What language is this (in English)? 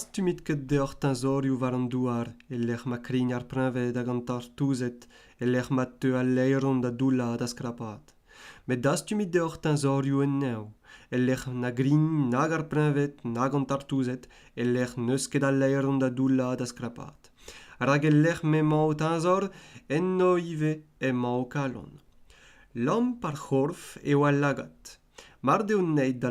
Breton